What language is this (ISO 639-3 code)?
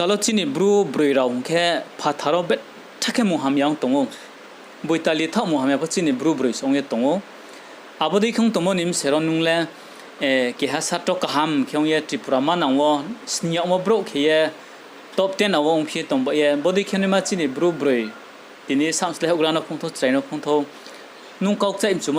ria